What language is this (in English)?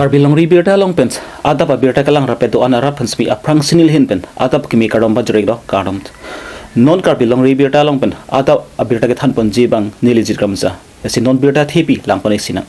Karbi